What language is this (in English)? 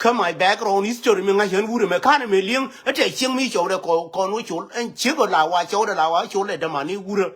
Nuer